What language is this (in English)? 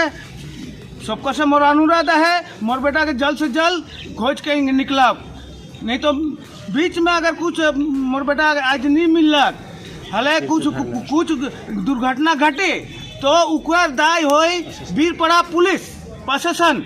Sadri